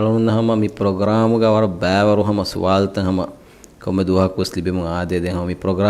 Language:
Divehi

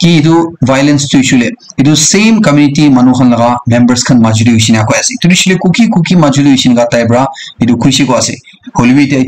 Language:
Naga Pidgin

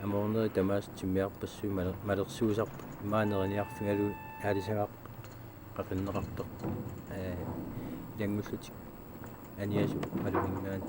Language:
Kalaallisut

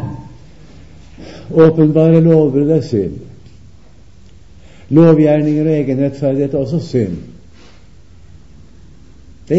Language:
Norwegian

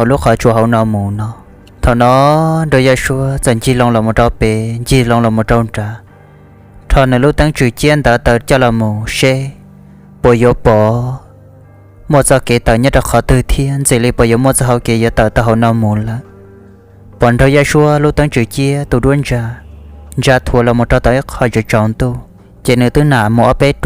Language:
Hmong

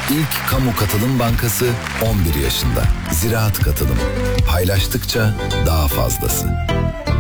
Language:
Turkish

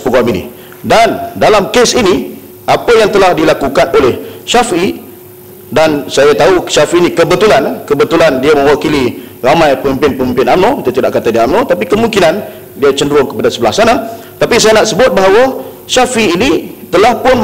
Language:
Malay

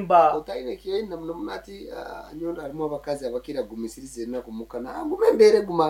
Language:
Nyoro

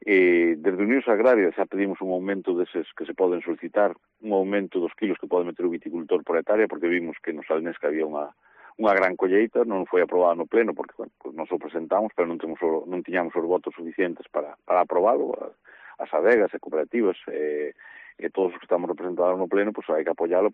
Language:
Galician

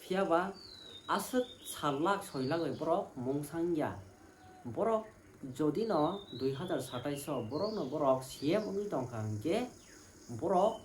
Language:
Kok Borok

